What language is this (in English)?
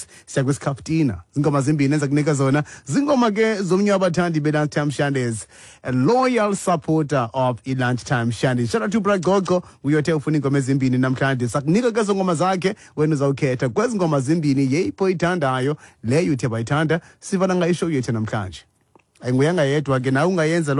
Xhosa